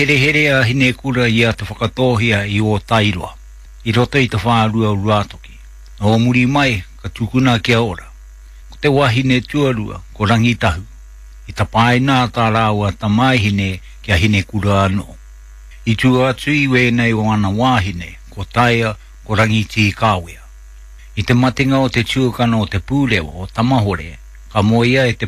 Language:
Māori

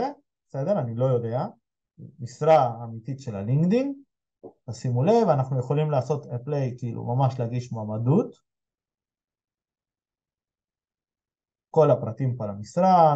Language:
Hebrew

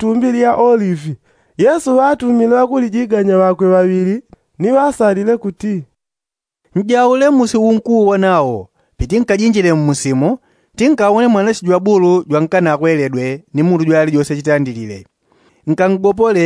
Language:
Yao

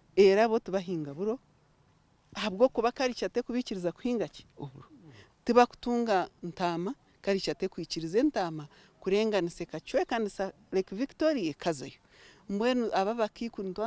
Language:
Nyankole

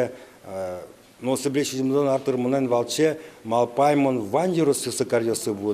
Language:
Udmurt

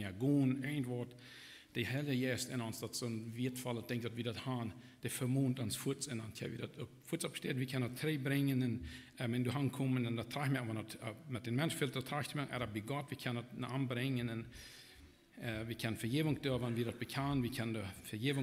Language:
Plautdietsch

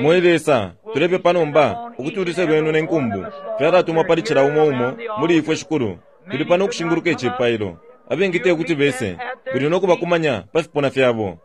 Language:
Bemba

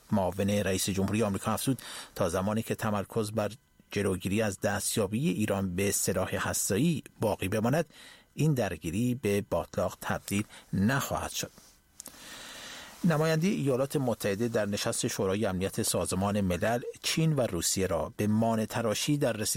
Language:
Persian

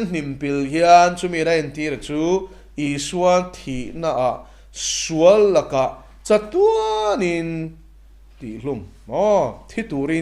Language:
Mizo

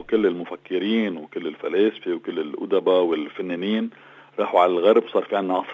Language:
North Levantine Arabic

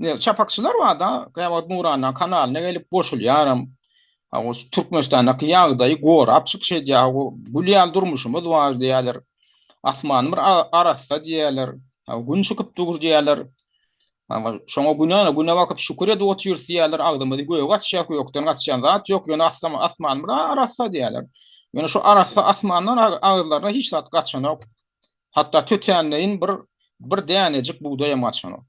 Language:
Turkmen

